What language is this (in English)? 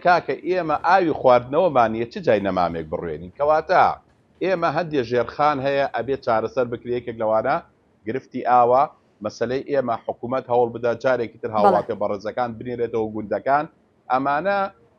Central Kurdish